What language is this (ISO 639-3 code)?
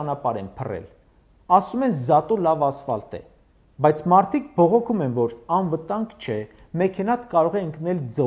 hye